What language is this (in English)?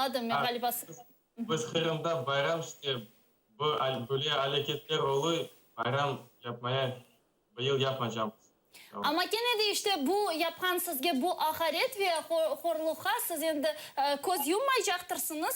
Crimean Tatar